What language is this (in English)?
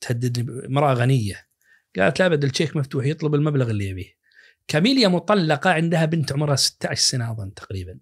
Najdi Arabic